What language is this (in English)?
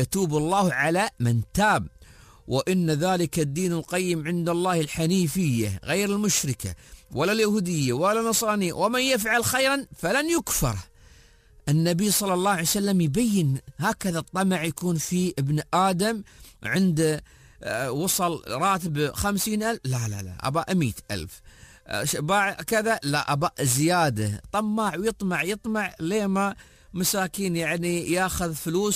Gulf Arabic